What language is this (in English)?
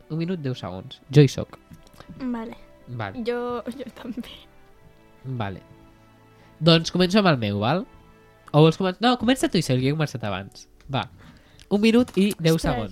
Catalan